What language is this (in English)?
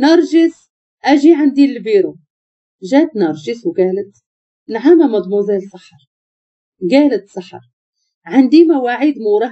Moroccan Arabic